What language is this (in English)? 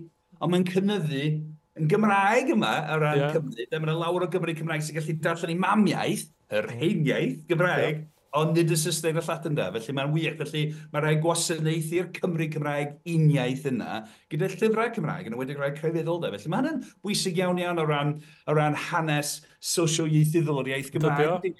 Welsh